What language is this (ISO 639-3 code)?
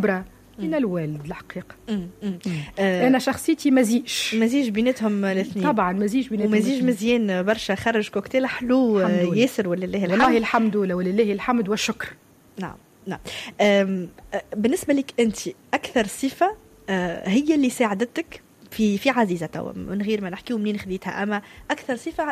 aeb